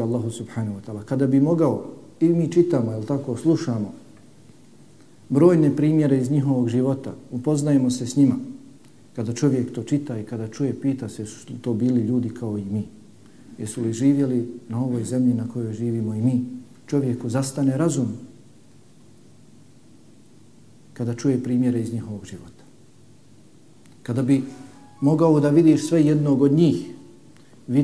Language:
Bosnian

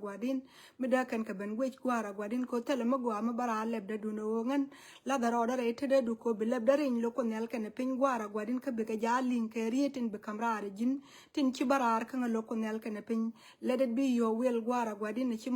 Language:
Nuer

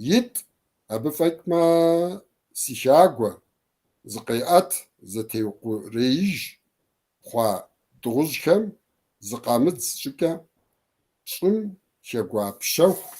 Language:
Kabardian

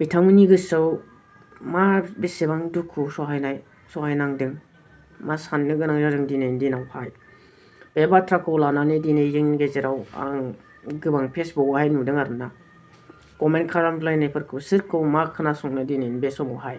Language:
Bodo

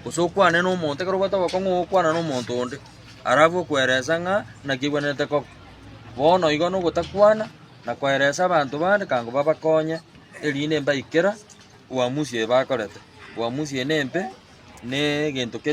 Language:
Gusii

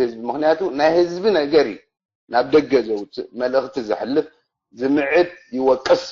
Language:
Tigrinya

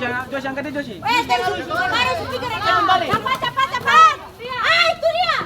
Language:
Ambonese Malay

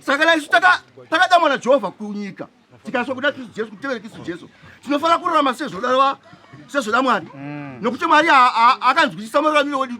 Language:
Shona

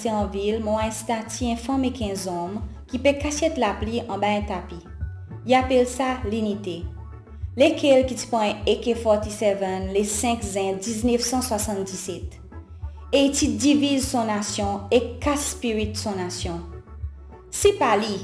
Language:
Seselwa Creole French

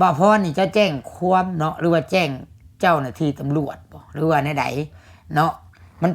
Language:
Lao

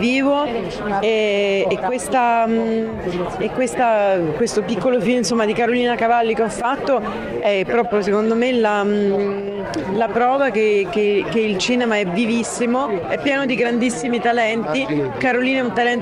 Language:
Italian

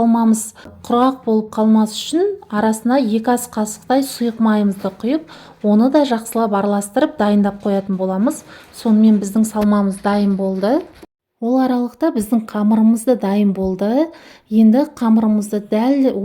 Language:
Kazakh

